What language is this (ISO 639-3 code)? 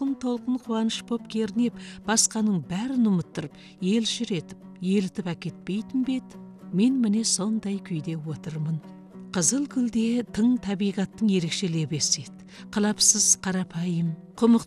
kaz